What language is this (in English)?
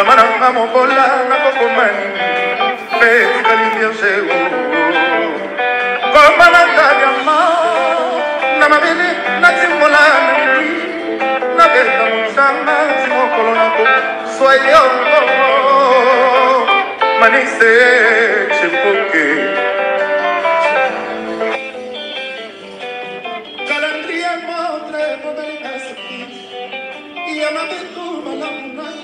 Lingala